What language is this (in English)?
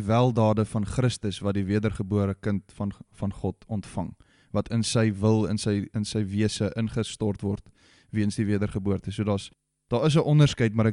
Afrikaans